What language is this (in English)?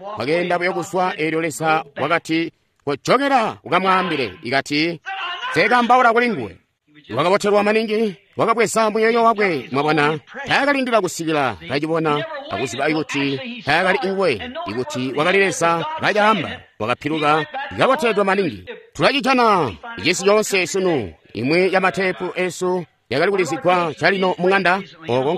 Tonga (Zambia)